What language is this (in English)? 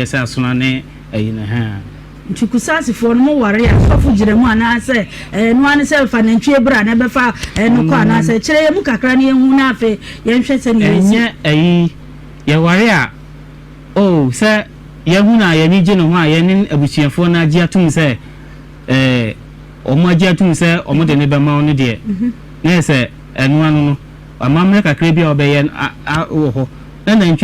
Akan